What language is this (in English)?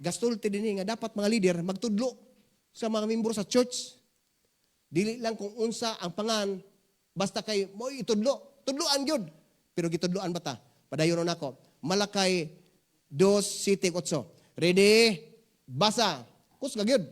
Cebuano